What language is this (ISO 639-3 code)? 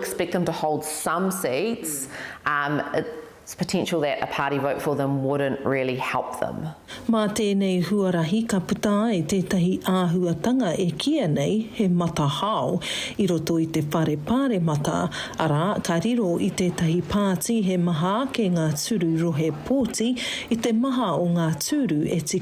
mri